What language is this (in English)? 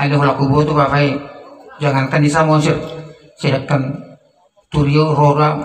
Batak Toba